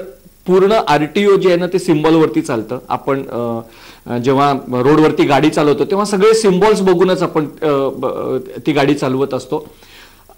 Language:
Marathi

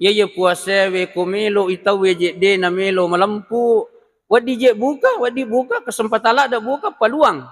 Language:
Buginese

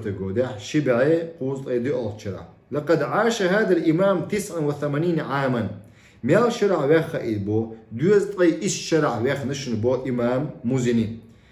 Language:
Chechen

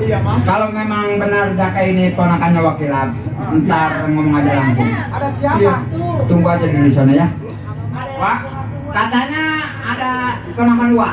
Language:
Betawi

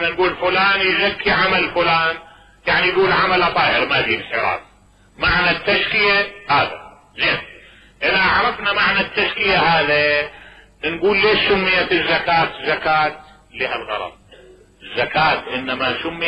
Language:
Mesopotamian Arabic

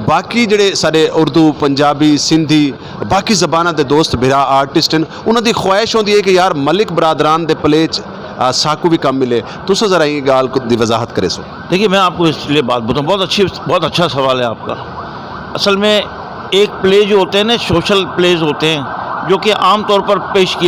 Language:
Saraiki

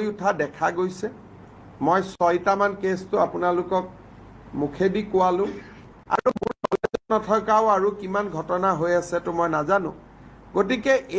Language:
Assamese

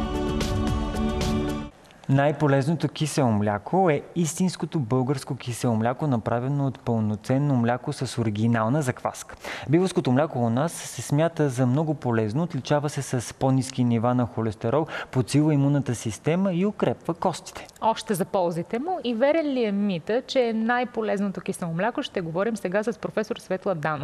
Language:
Bulgarian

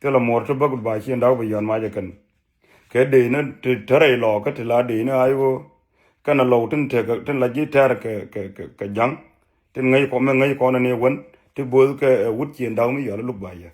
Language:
Nuer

